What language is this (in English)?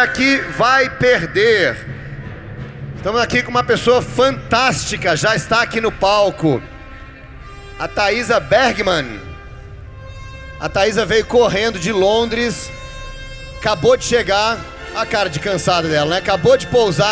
Portuguese